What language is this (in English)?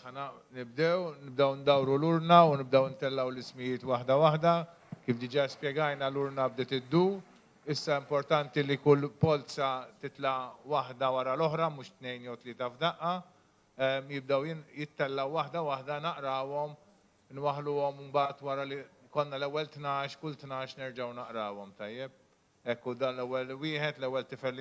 Maltese